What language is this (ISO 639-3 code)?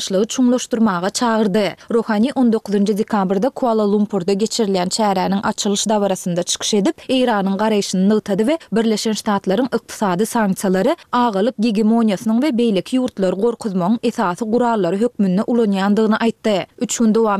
tuk